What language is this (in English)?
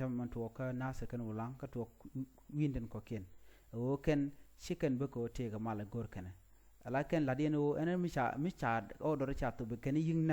Nuer